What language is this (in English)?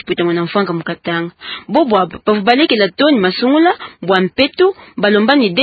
Luba-Lulua